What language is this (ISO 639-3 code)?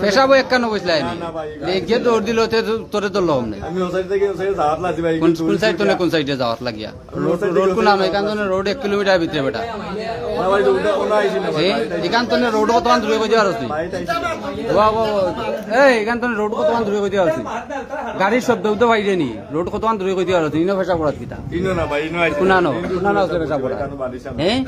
syl